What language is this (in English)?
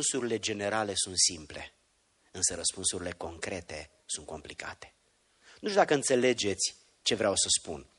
Romanian